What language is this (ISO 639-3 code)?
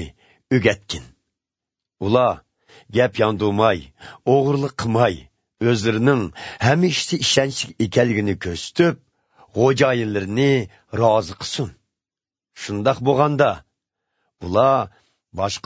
uzb